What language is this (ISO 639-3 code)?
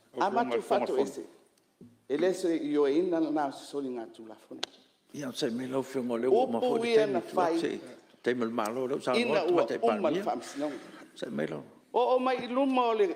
smo